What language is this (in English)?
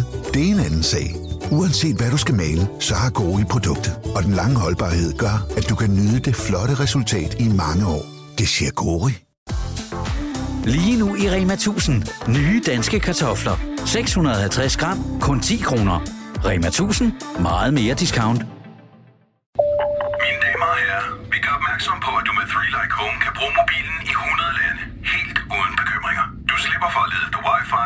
Danish